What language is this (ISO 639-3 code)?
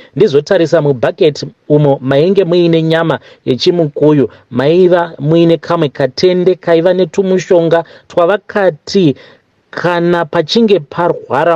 sna